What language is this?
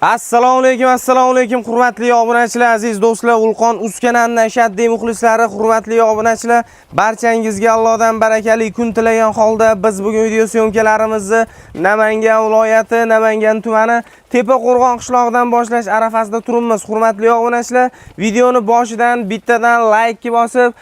Uzbek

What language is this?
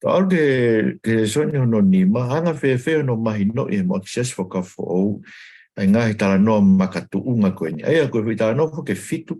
Tongan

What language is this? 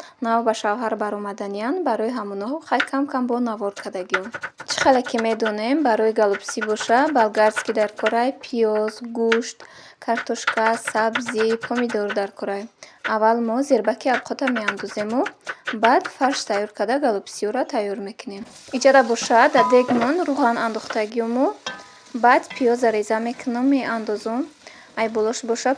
Tajik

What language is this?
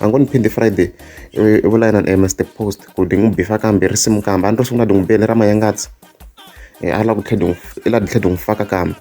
Tsonga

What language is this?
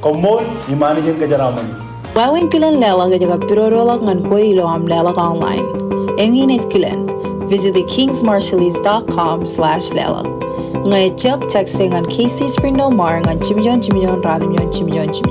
Marshallese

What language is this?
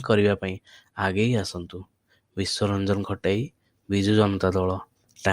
Odia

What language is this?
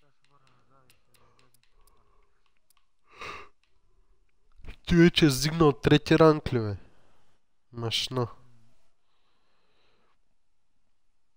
Bulgarian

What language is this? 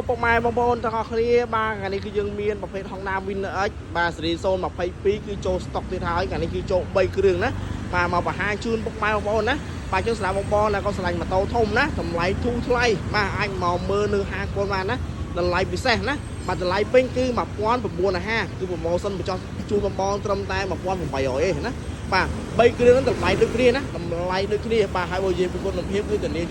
Khmer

